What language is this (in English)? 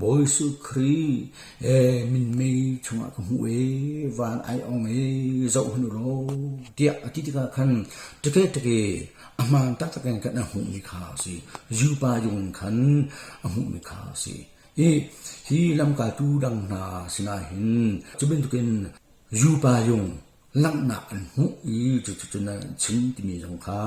Hakha Chin